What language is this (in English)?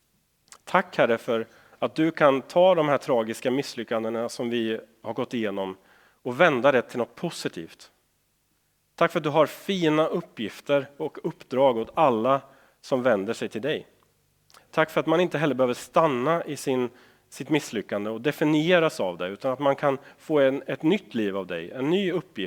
Swedish